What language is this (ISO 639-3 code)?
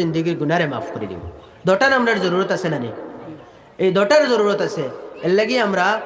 syl